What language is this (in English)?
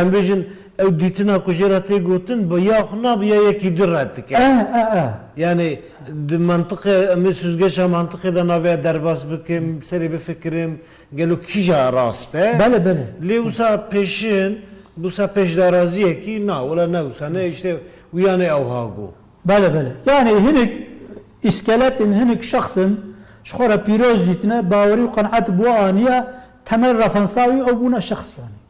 Kurdish